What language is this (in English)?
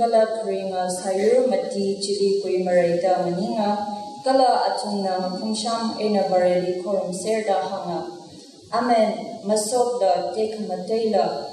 Tangkhul Naga (India)